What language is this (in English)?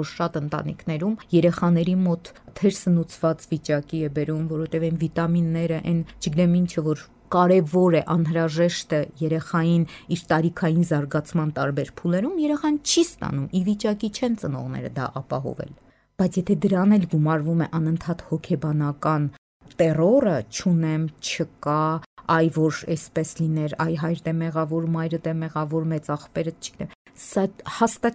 Armenian